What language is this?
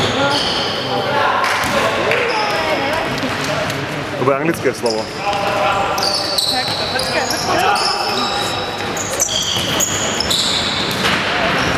Slovak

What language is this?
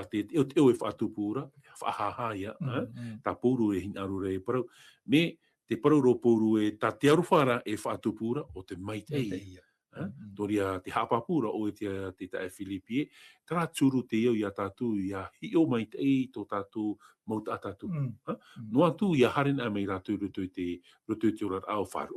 Tahitian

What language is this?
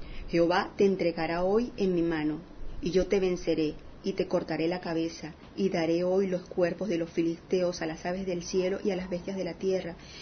Spanish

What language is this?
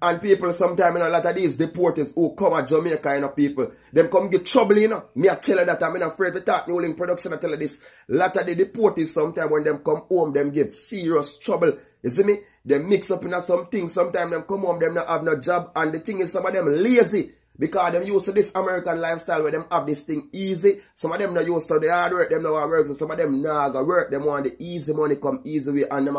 Jamaican Creole English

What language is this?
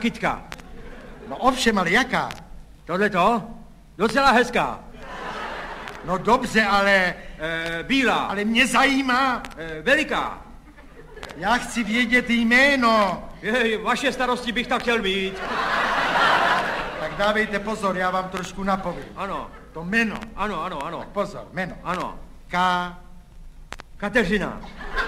Czech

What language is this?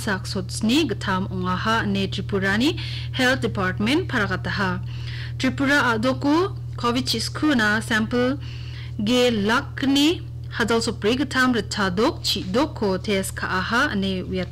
Garo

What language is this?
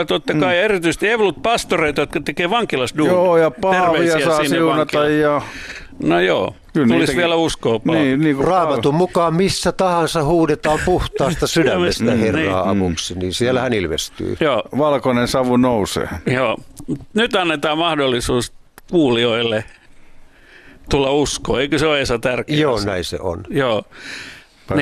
Finnish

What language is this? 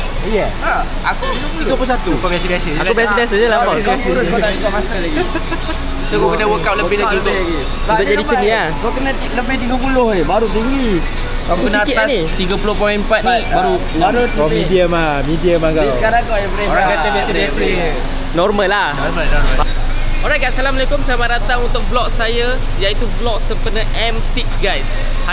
Malay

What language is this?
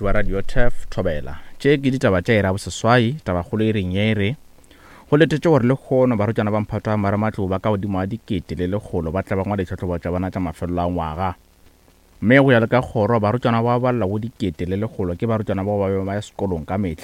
Northern Sotho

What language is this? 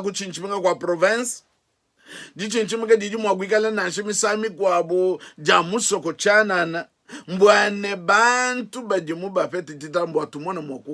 Luba-Lulua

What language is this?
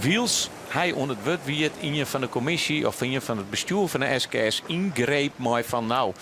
Western Frisian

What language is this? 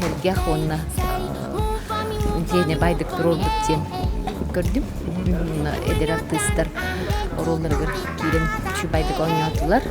Yakut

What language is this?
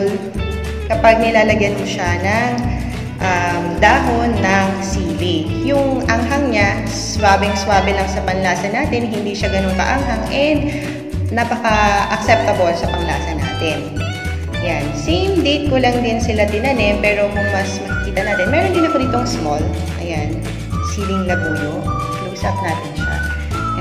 Filipino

